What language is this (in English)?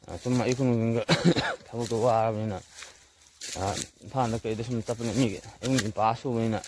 Manipuri